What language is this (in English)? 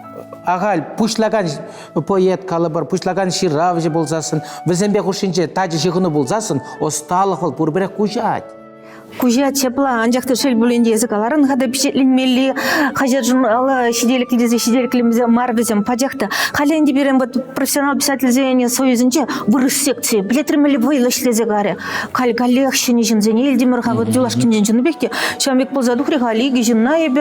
Chuvash